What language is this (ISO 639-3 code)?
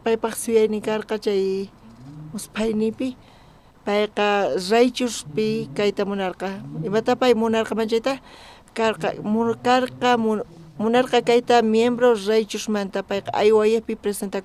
quh